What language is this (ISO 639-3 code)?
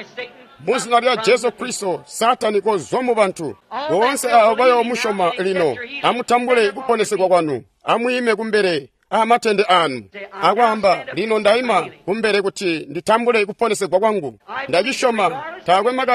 toi